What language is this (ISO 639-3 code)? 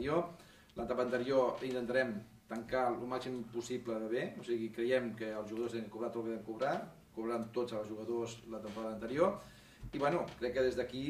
cat